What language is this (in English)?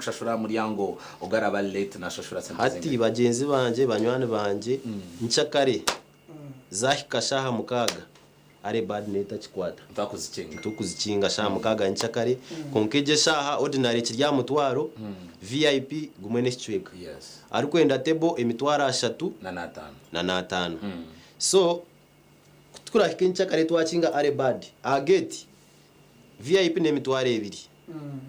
Nyankole